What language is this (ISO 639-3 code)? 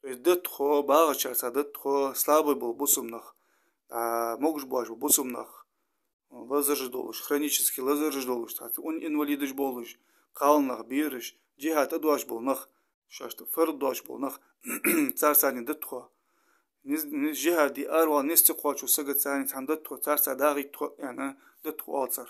inh